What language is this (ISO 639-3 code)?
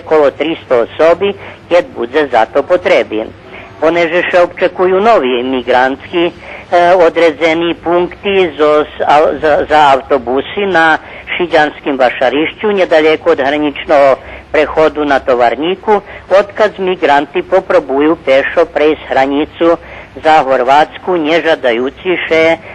rue